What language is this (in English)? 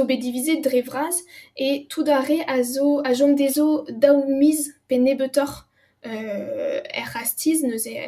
Breton